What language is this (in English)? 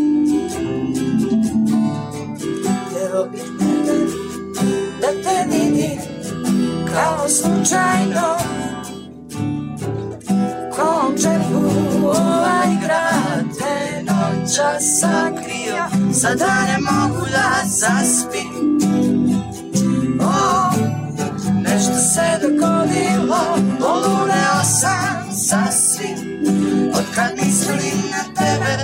Bosnian